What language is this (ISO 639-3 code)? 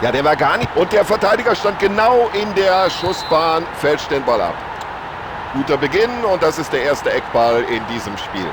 bar